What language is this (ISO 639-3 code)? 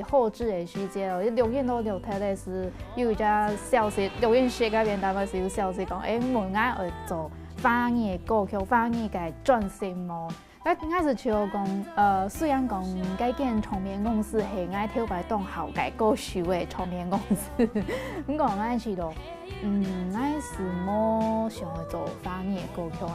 hak